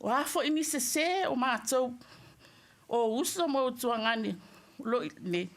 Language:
Samoan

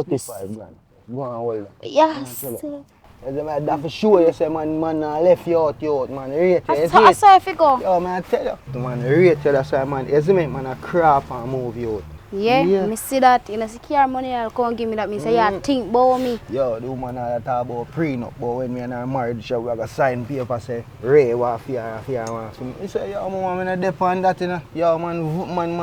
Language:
Jamaican Creole English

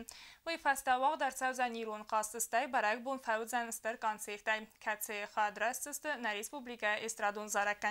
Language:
Ossetic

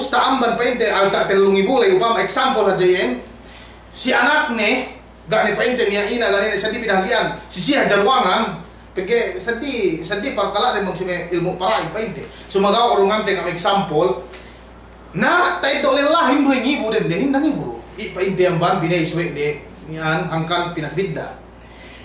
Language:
Yakan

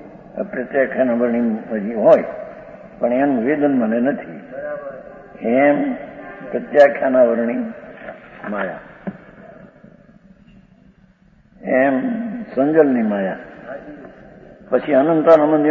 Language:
Gujarati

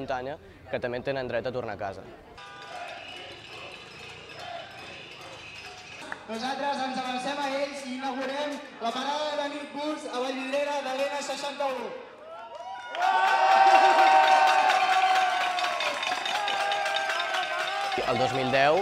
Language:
Catalan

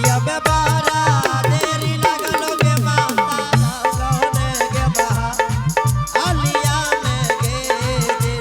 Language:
Angika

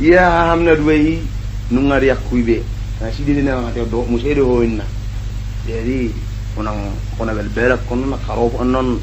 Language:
Batak Toba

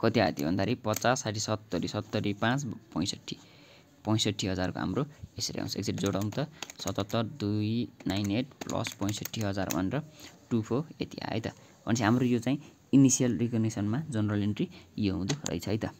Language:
Nepali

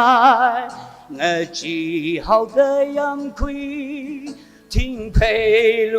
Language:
Tangkhul Naga (India)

